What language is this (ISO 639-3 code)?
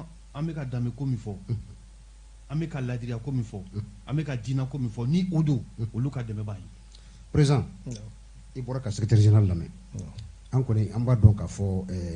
bam